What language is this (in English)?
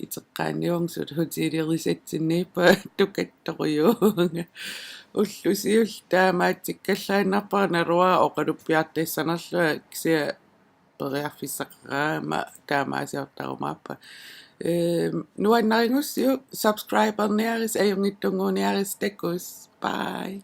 Kalaallisut